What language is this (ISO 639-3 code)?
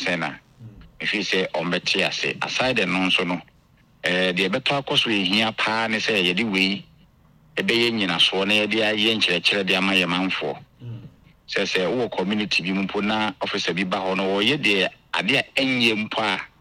aka